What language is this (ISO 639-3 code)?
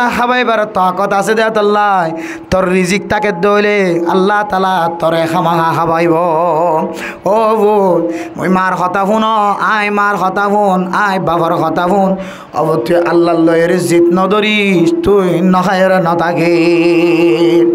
rhg